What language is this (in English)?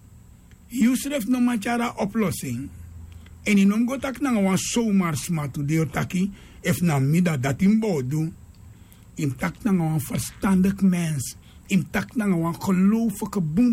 Sranan Tongo